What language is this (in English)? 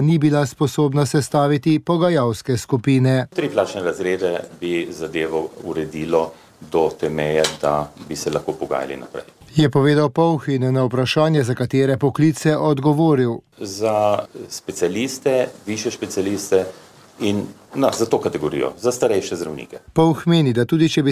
Slovenian